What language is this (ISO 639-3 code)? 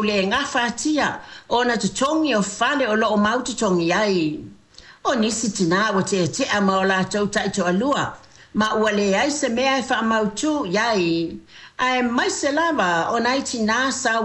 smo